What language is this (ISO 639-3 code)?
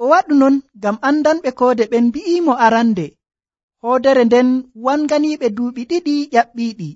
fuv